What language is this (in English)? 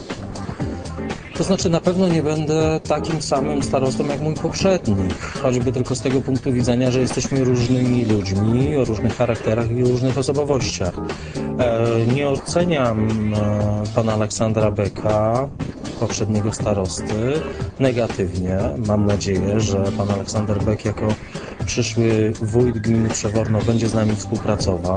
Polish